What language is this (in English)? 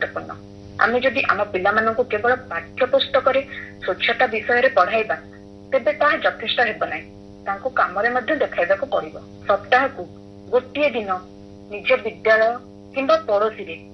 Odia